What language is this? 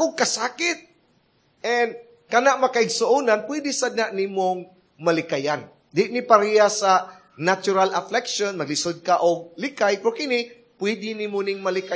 Cebuano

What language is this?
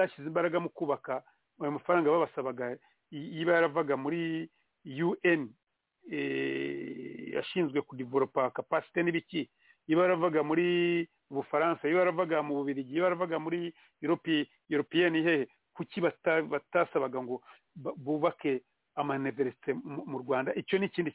Kinyarwanda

